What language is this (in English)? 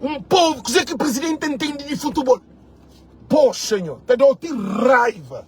Kabuverdianu